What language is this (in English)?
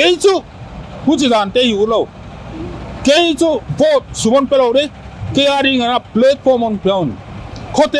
Paite Chin